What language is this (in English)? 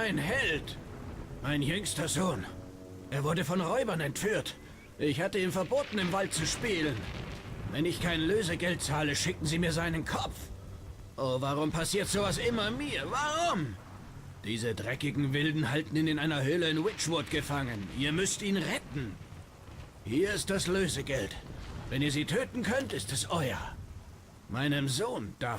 Swiss German